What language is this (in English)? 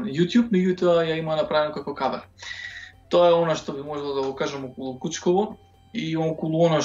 Macedonian